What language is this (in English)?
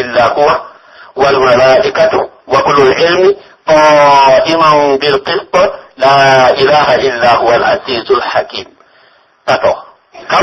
Pular